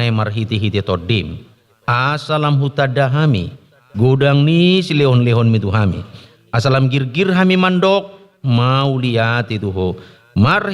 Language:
Batak Toba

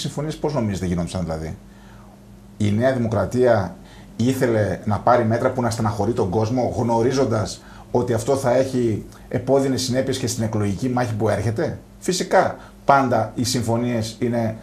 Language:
Greek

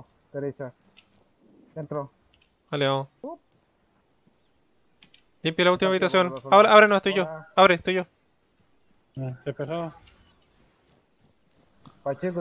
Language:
Spanish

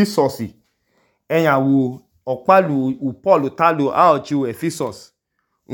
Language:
Idoma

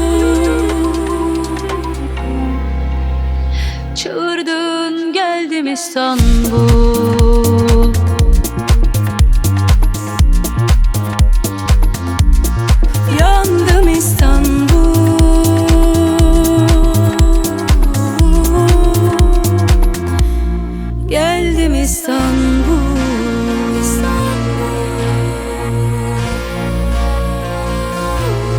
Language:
Turkish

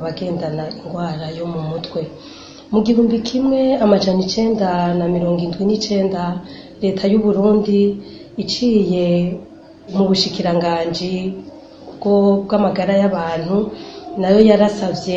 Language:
Rundi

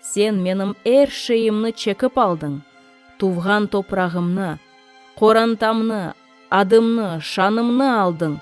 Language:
Crimean Tatar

